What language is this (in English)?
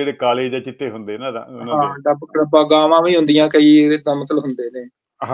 Punjabi